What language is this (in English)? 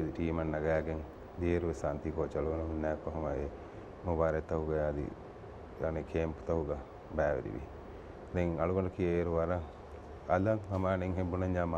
Divehi